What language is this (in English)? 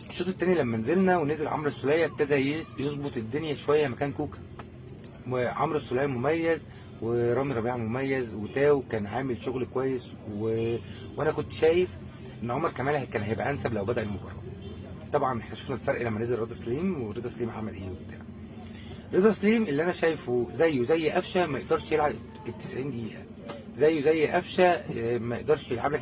Egyptian Arabic